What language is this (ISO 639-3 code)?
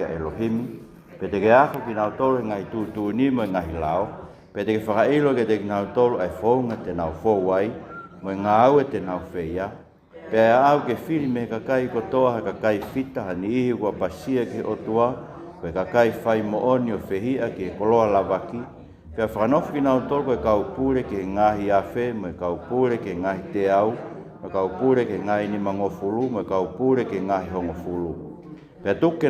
ton